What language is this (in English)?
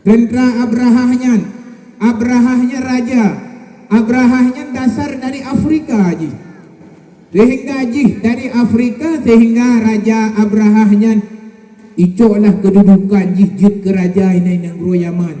Achinese